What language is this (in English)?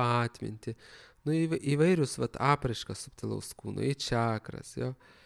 Lithuanian